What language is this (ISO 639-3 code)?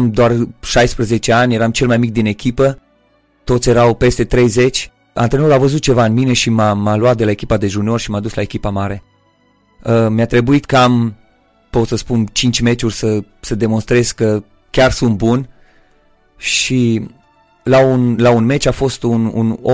ron